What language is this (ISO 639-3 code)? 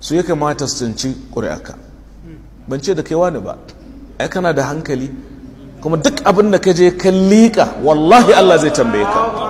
hau